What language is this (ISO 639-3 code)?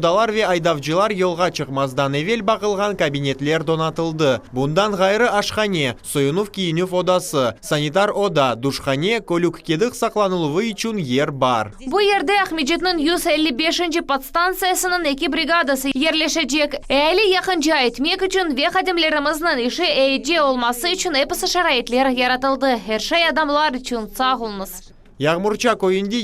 crh